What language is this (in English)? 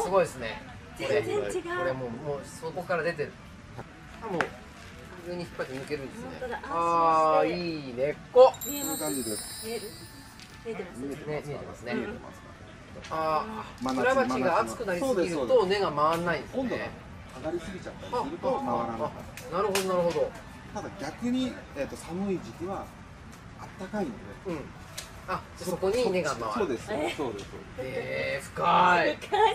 Japanese